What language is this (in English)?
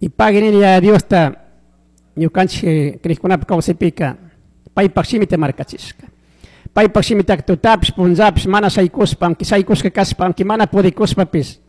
Chimborazo Highland Quichua